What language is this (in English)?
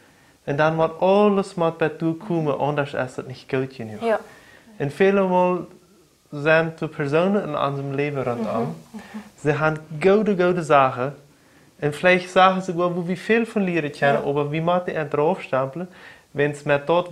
Plautdietsch